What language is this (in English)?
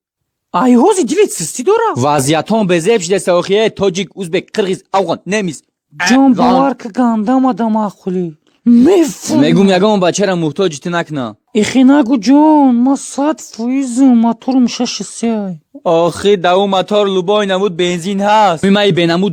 Tajik